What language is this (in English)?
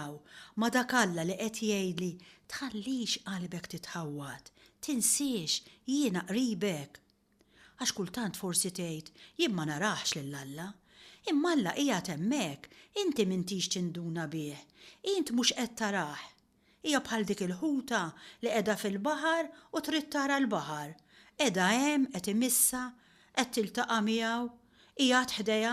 Maltese